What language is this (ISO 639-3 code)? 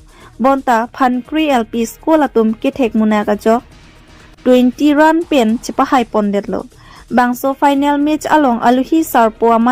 mjw